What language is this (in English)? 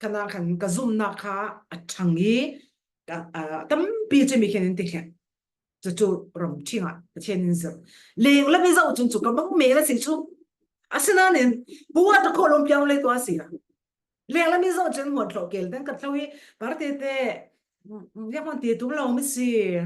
Falam Chin